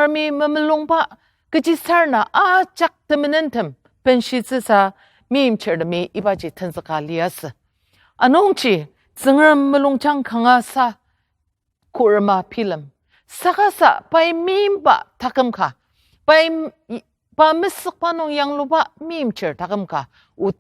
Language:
Ao Naga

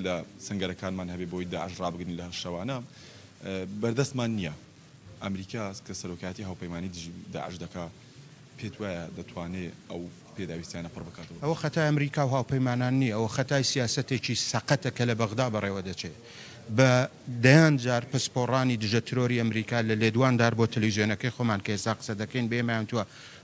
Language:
Central Kurdish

